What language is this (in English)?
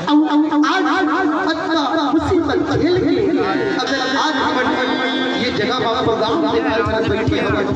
Chhattisgarhi